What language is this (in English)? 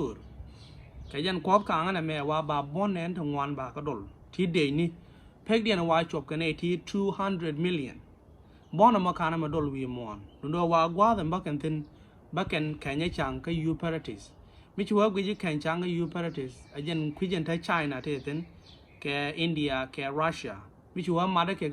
Nuer